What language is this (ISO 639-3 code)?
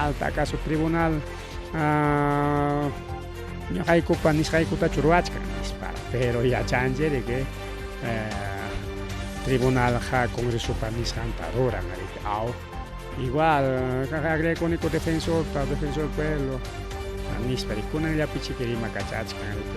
quy